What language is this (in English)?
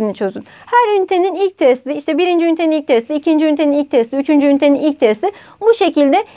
Turkish